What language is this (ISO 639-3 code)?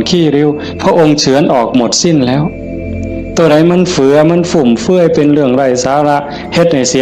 tts